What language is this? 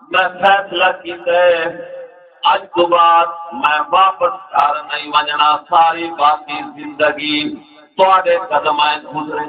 Saraiki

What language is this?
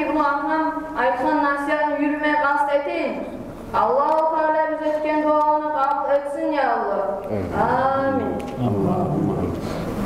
Kumyk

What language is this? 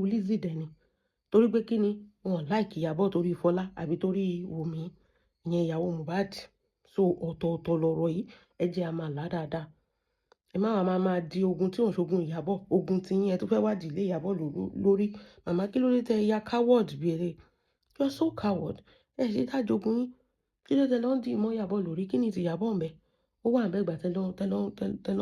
Yoruba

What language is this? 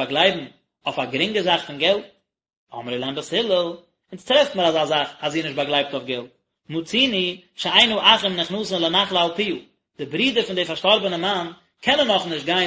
Yiddish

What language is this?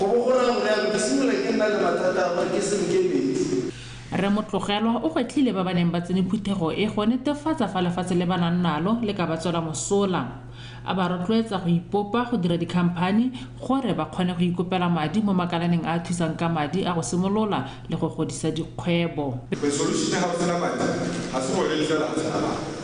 Tswana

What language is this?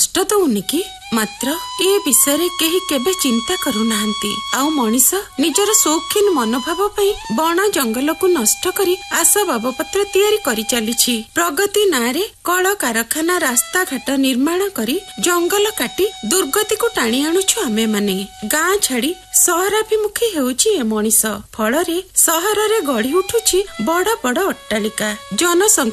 Odia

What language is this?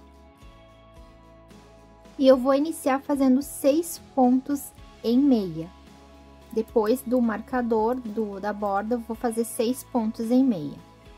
Portuguese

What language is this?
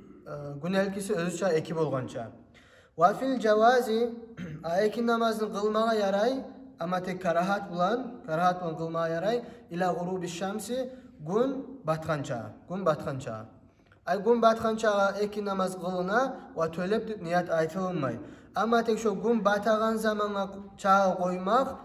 Kumyk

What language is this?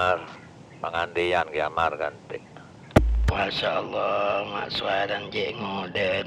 Madurese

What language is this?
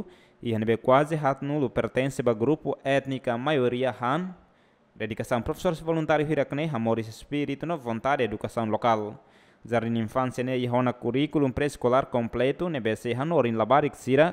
Tetum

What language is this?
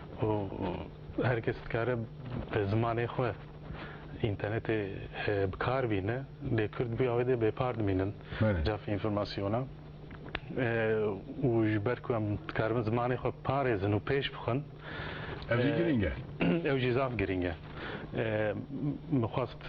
Kurdish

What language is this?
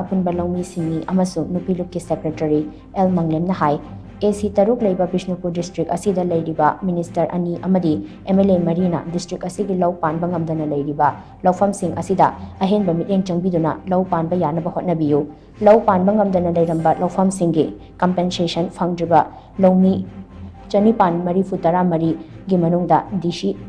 Manipuri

